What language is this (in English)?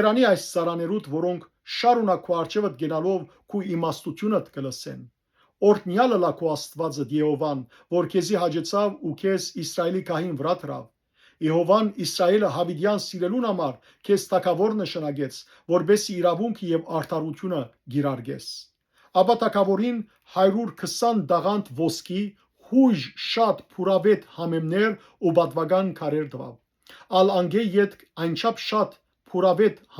Western Armenian